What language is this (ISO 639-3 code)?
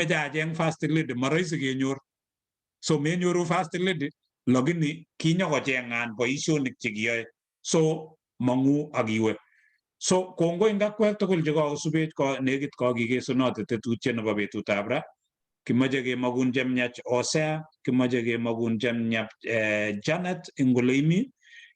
kln